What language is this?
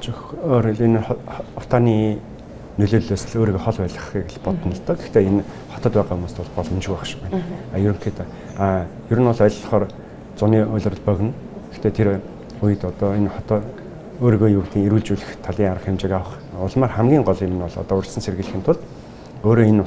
Mongolian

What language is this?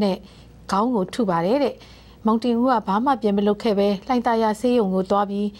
Burmese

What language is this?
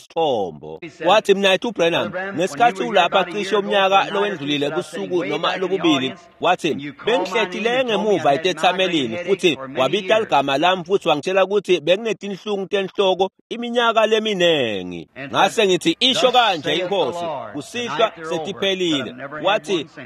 Swati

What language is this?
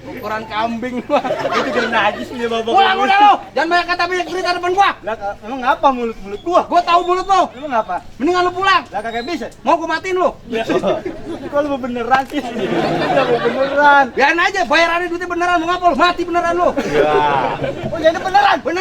Betawi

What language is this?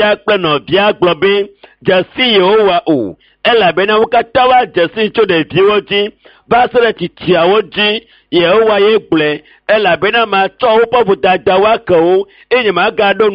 Ewe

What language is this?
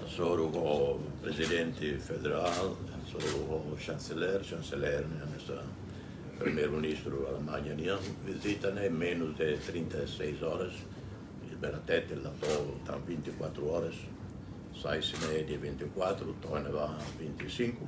Tetum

